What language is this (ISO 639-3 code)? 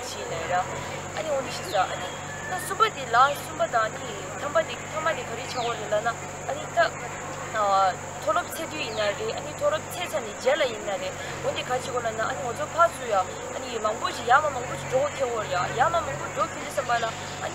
bod